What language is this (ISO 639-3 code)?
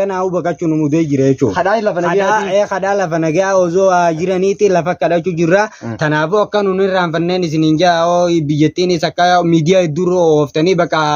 orm